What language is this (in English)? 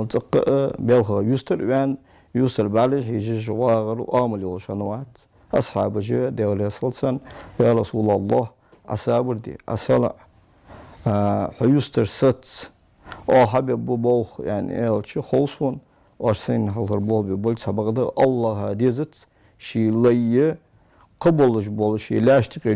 Ingush